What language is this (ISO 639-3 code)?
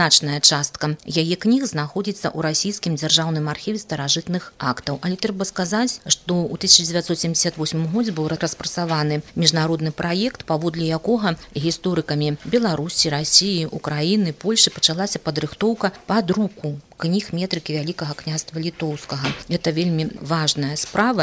bel